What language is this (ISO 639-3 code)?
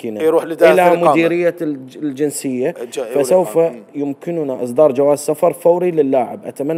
acm